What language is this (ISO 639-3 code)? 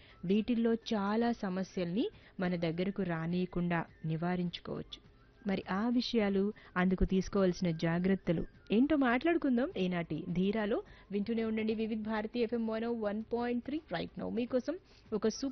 tel